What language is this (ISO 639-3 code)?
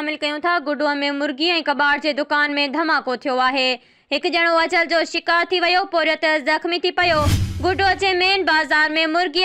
snd